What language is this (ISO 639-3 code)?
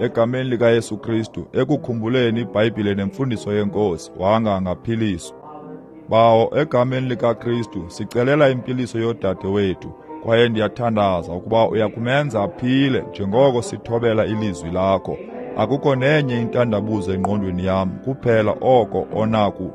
xho